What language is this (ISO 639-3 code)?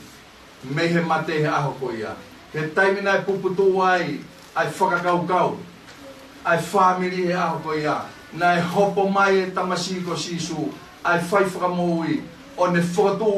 ton